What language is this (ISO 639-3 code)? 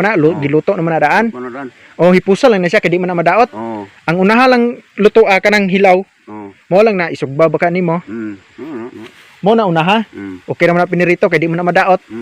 ceb